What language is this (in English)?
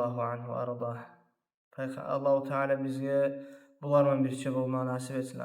Kumyk